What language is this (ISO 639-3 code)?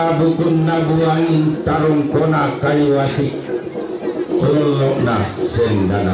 sda